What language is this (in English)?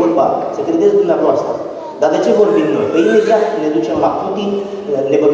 Romanian